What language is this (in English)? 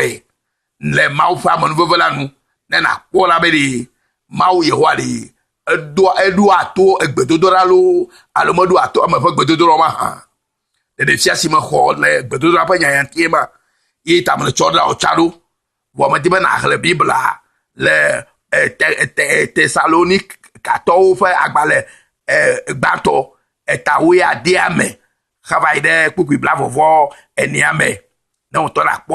Ewe